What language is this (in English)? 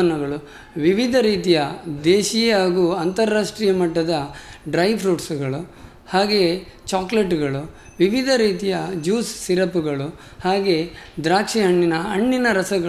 Kannada